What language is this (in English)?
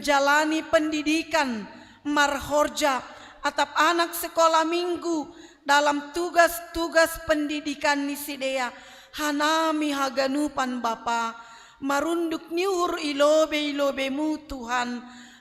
Batak Simalungun